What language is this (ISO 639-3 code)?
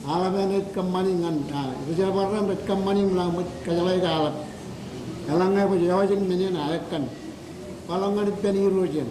mah